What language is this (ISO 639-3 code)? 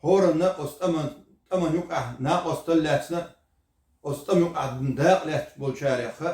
che